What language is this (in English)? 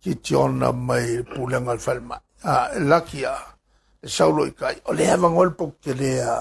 Samoan